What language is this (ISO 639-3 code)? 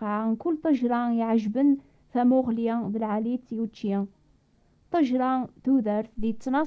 kab